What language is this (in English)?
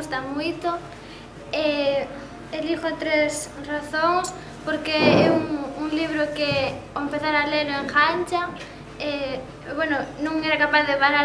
Galician